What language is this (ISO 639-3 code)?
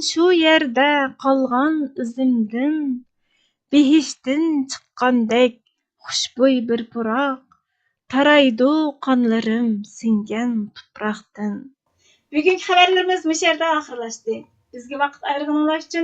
uig